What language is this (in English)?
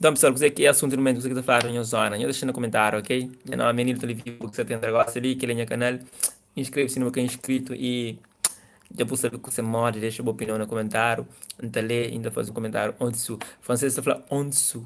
Kabuverdianu